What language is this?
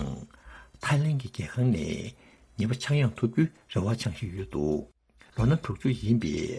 Tibetan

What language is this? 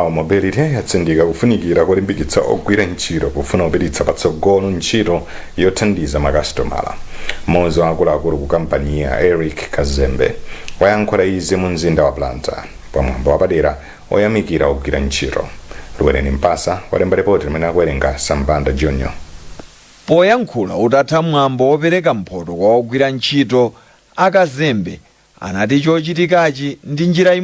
Nyanja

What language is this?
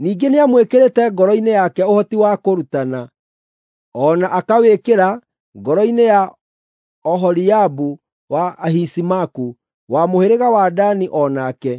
Kikuyu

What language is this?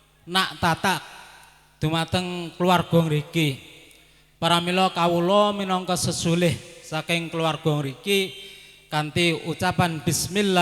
Javanese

